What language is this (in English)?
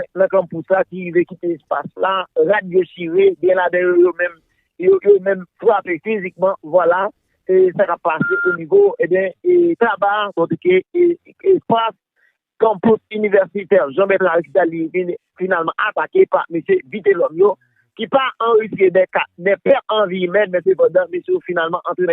Haitian Creole